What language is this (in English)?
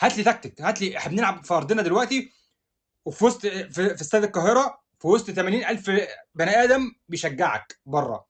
Egyptian Arabic